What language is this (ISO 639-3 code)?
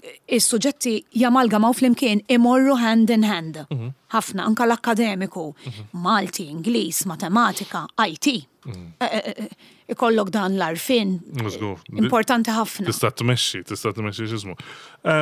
mlt